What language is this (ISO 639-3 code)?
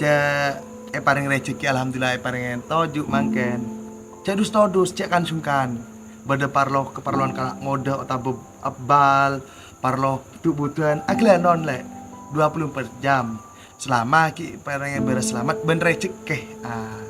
mad